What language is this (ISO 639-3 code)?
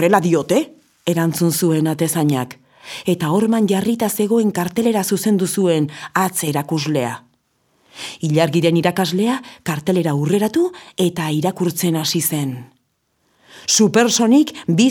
eus